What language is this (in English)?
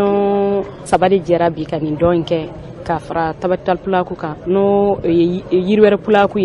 Bambara